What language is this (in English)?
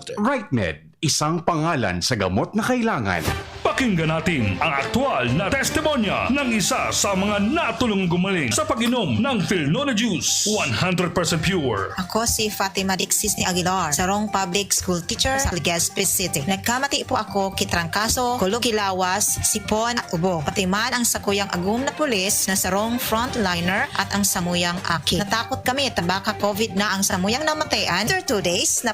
Bikol